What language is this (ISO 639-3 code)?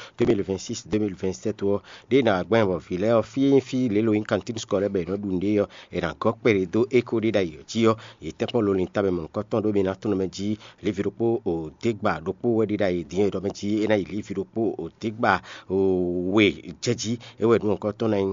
fon